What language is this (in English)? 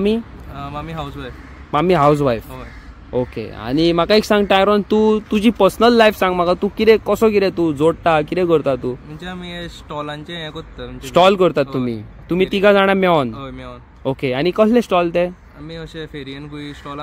Konkani